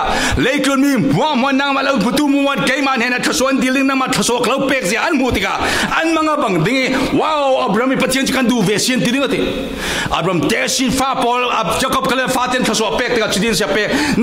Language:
Falam Chin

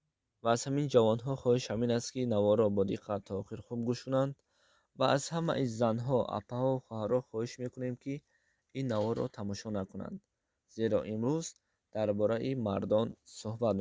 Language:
Tajik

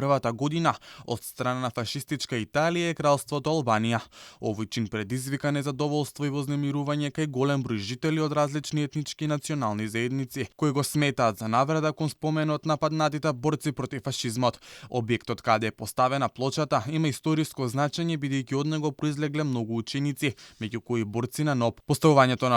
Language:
Macedonian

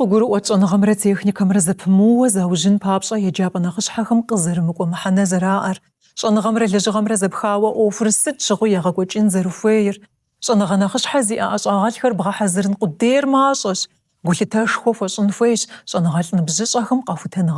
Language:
Kabardian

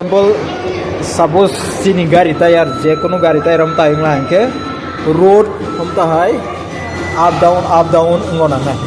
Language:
Kok Borok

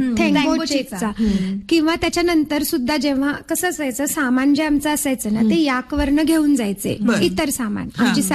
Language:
Marathi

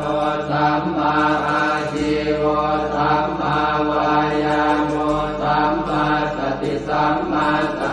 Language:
Pali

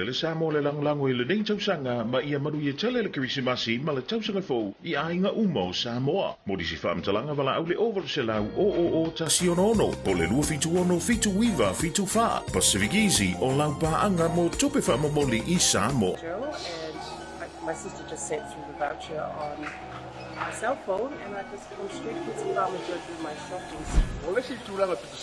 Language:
Samoan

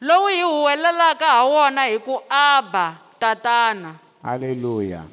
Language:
Tsonga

